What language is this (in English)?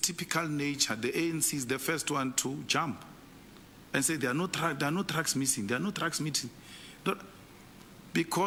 English